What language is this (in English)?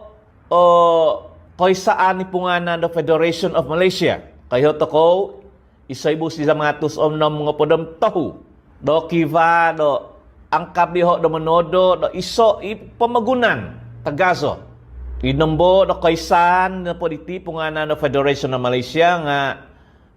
Central Dusun